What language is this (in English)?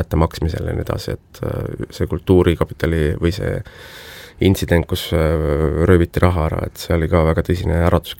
Estonian